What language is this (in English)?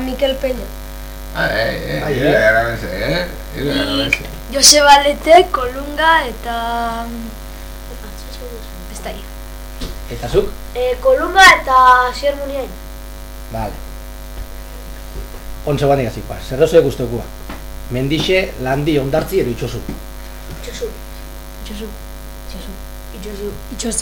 Basque